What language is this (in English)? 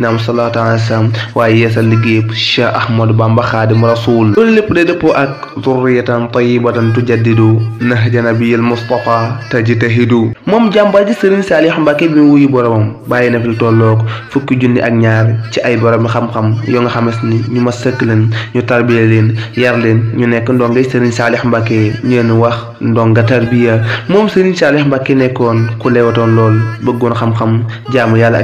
Wolof